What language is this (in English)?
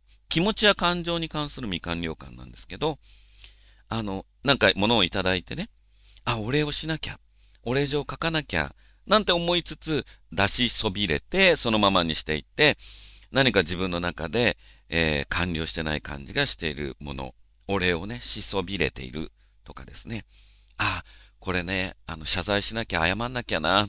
Japanese